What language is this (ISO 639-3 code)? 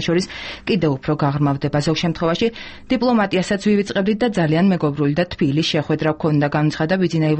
kat